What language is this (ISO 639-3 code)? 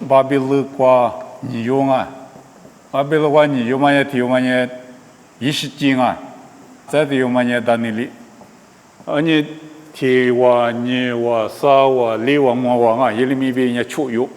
lis